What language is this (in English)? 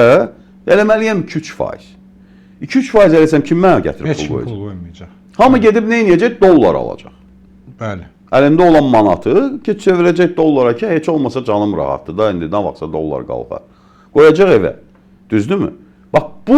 Azerbaijani